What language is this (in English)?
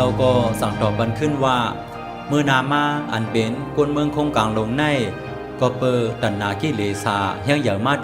Shan